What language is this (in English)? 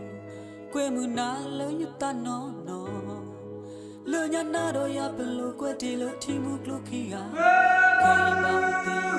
S'gaw Karen